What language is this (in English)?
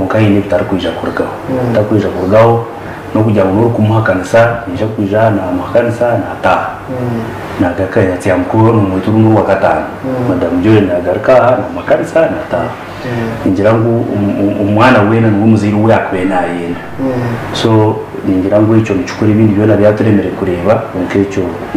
Nyankole